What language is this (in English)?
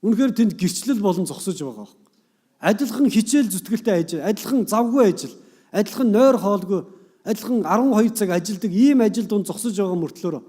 Mongolian